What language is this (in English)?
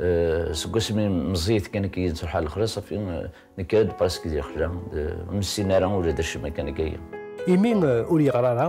Kabyle